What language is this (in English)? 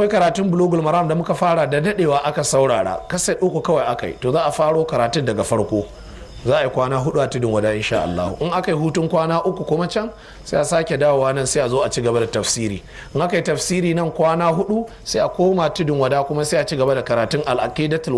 Hausa